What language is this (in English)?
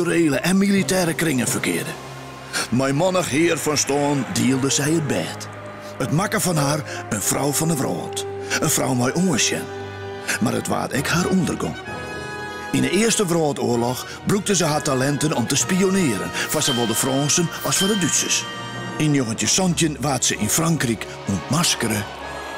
Western Frisian